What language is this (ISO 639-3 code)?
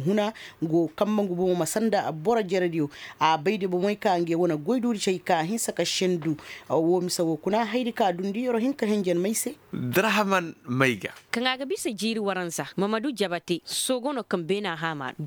ses